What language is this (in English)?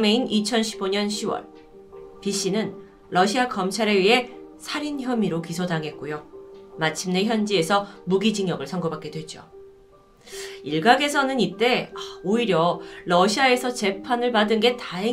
Korean